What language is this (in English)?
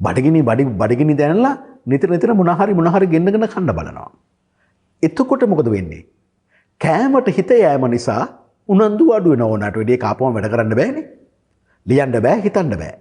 Sinhala